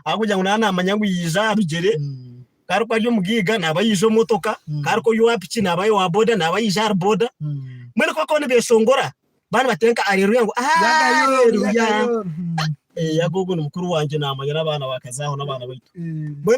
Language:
Nyankole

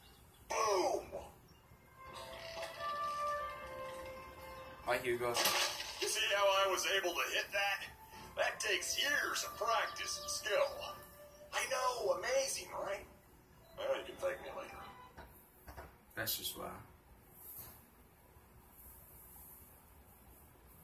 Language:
English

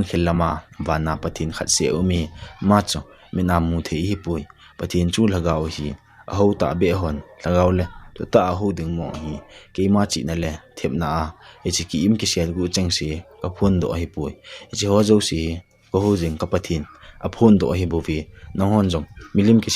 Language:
Thado Chin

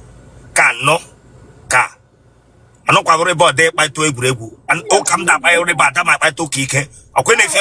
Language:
Igbo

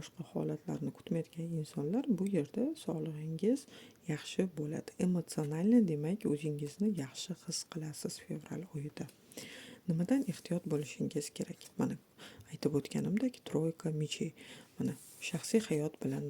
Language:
Uzbek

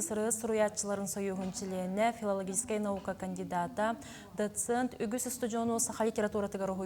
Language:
Yakut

